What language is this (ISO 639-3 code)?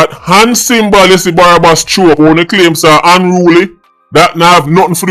jam